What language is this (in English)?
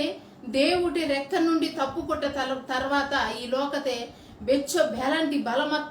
Koya